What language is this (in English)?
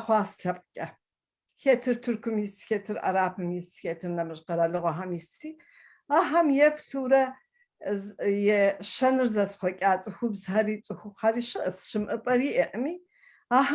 Kabardian